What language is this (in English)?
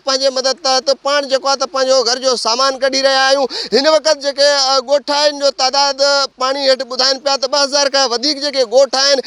Sindhi